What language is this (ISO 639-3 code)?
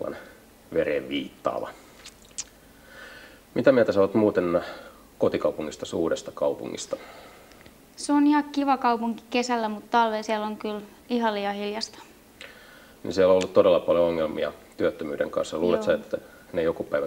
fin